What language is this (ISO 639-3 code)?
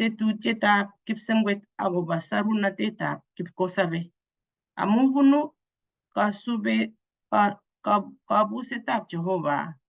kln